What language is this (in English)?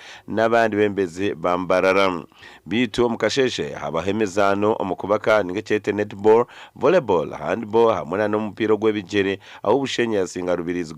Nyankole